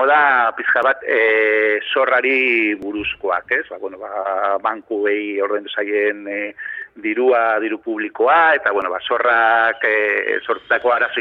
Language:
Basque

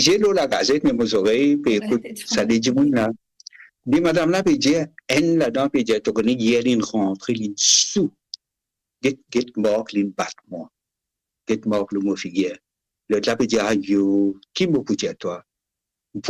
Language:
Morisyen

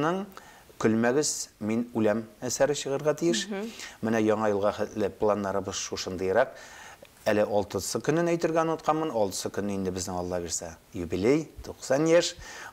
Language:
Tatar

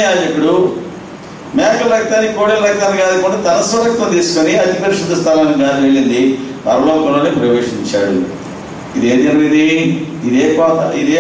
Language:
Telugu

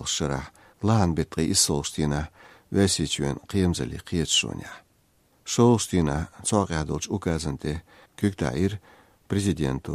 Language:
Chechen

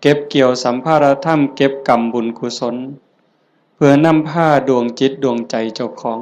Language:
Northeastern Thai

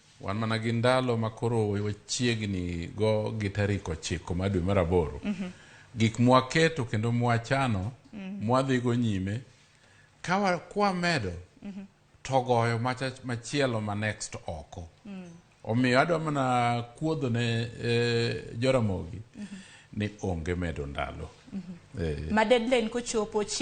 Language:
Luo (Kenya and Tanzania)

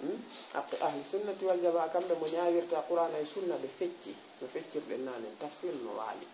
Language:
Fula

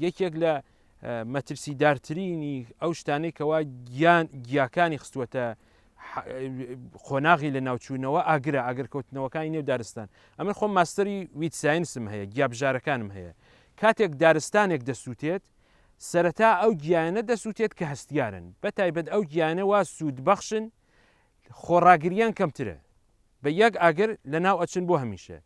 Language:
Central Kurdish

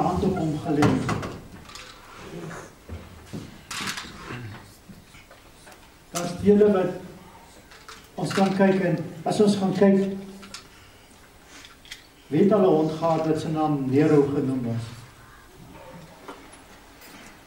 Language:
Afrikaans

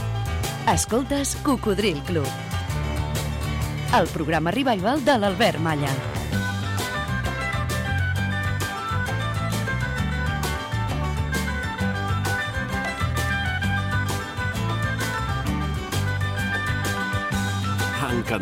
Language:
Catalan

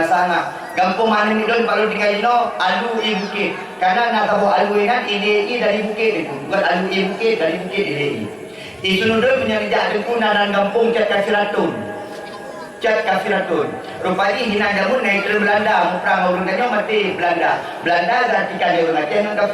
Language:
Achinese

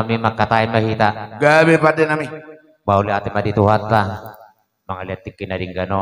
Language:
Batak Toba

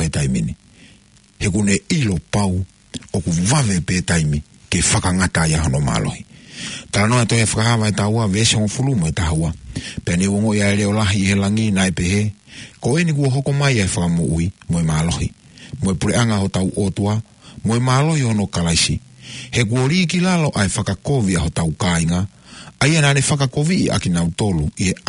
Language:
Tongan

